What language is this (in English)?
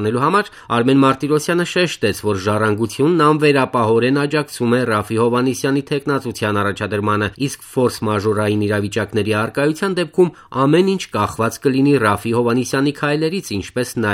Armenian